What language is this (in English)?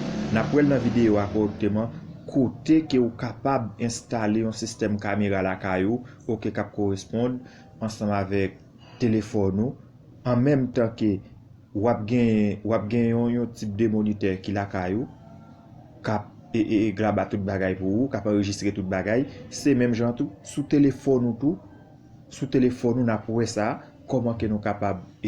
Haitian Creole